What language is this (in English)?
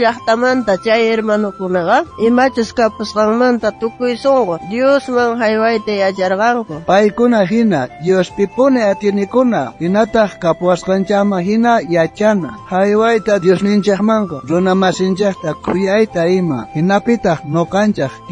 South Bolivian Quechua